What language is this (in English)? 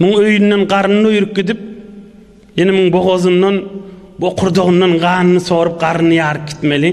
Turkmen